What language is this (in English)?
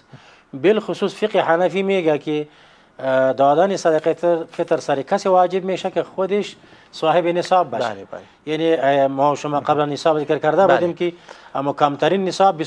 Persian